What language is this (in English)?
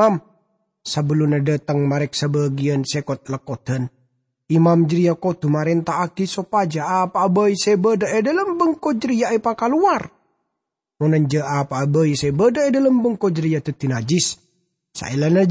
Madurese